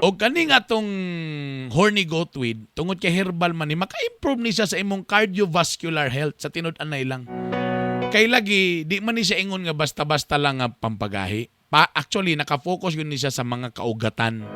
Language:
Cebuano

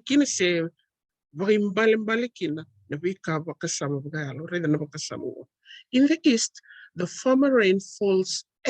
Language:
Fijian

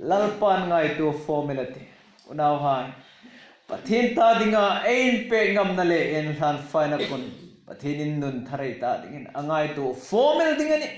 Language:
Hmar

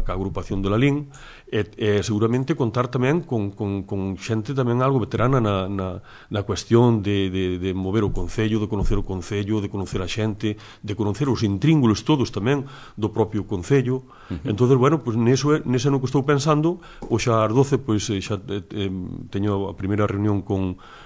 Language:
Galician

